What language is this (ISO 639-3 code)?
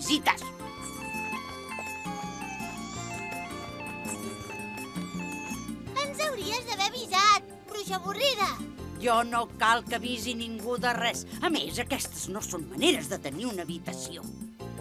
cat